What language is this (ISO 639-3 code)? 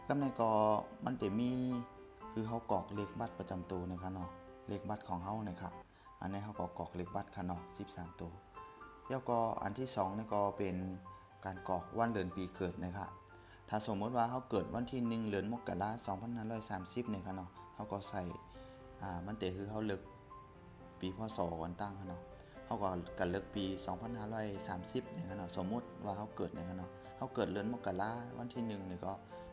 shn